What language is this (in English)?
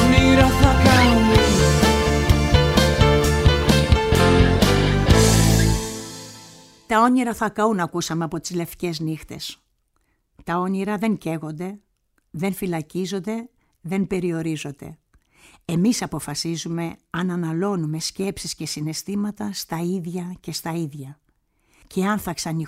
Greek